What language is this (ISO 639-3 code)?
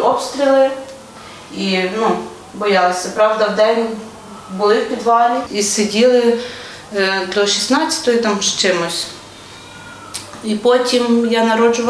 ukr